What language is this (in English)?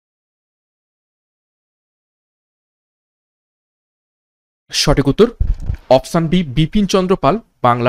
Bangla